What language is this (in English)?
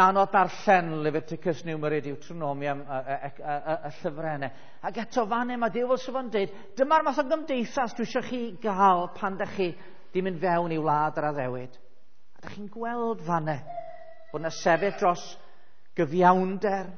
Welsh